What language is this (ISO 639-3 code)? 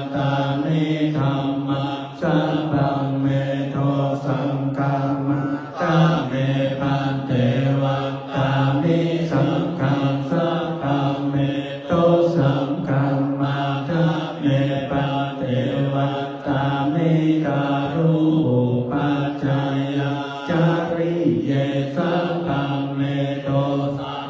pli